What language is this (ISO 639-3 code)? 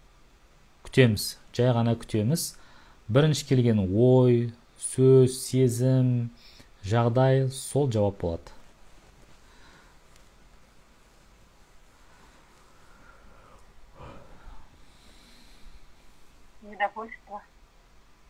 kaz